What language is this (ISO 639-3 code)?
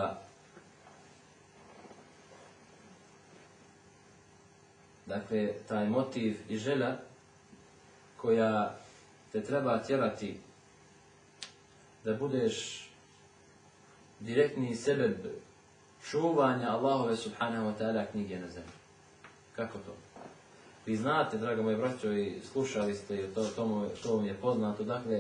bos